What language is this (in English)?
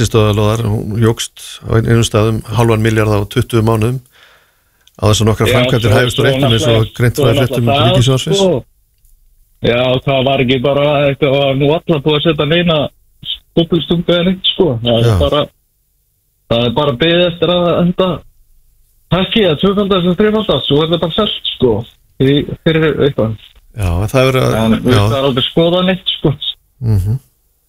Icelandic